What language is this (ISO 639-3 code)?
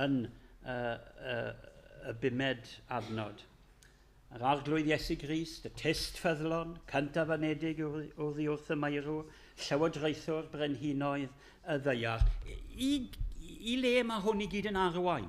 cym